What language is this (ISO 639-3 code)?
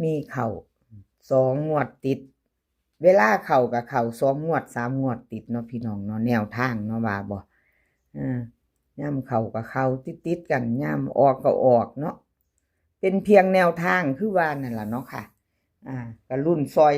tts